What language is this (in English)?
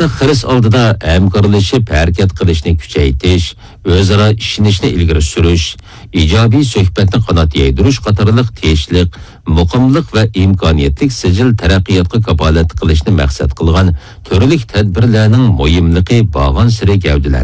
Uyghur